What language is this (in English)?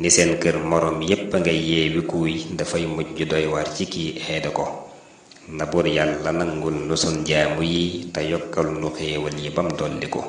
Wolof